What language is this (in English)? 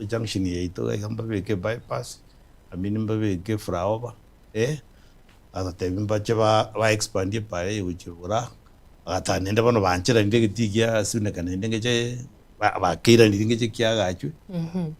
Gusii